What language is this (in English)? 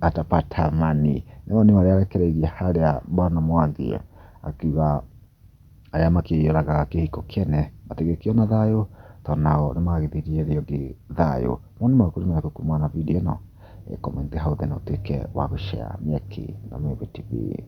Kikuyu